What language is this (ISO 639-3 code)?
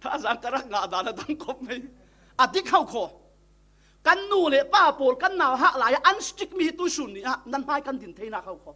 cfm